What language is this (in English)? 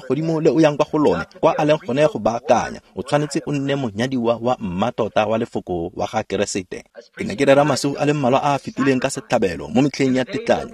Tswana